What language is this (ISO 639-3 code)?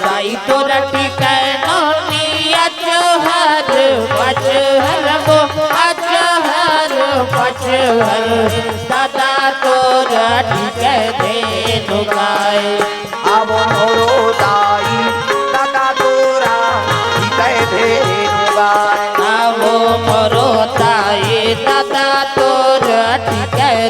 hne